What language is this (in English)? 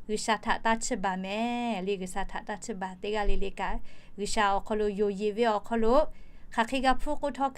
Lahu